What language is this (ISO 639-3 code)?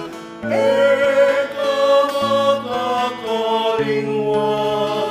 pam